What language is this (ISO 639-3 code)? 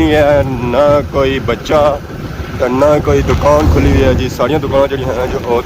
phr